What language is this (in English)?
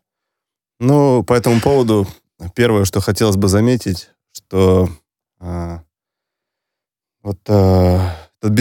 Russian